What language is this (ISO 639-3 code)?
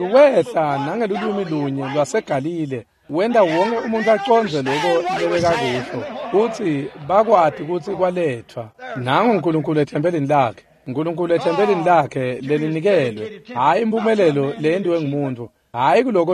ssw